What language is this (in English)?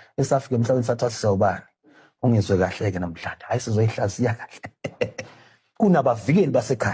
Zulu